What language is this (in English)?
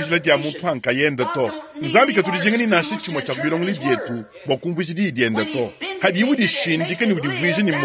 Luba-Lulua